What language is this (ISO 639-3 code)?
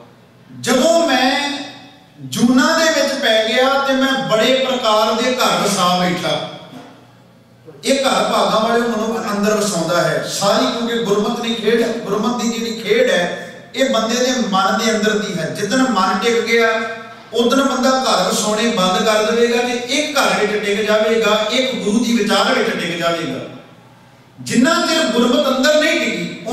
pan